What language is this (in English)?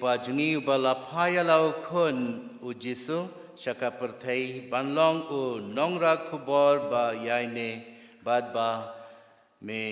Khasi